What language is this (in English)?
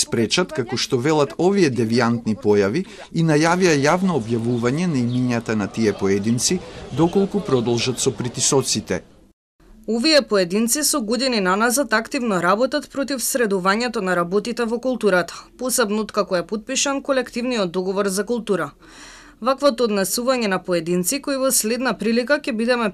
Macedonian